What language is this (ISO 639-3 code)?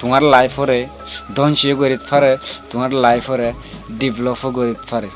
rhg